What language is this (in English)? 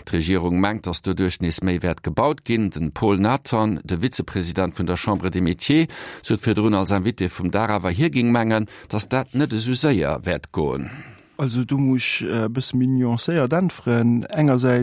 Luxembourgish